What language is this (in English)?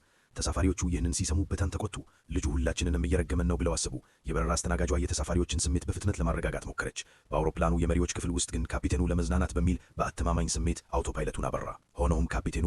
Amharic